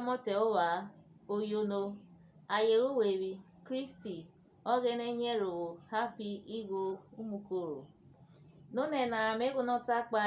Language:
Urhobo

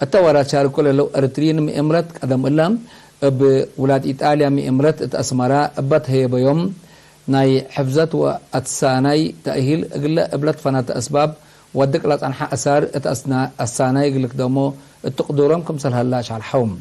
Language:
Tigre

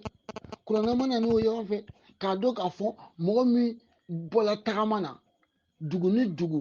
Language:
Bambara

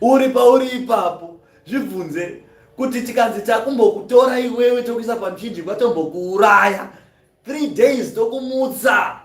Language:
Shona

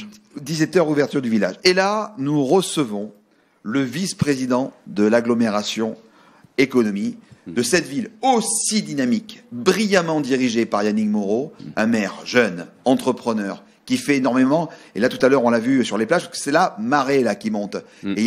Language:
French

